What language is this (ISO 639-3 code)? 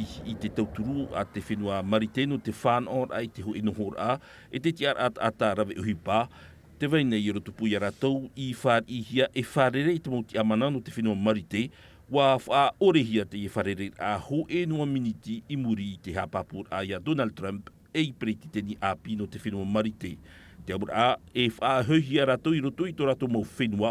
tah